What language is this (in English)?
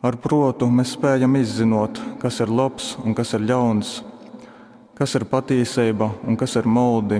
Latgalian